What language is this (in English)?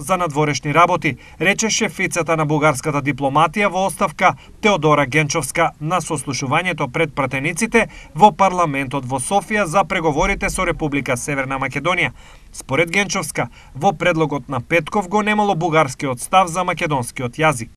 Macedonian